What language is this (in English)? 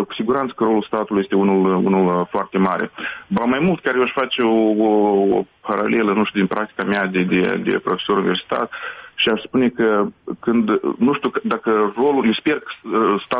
Romanian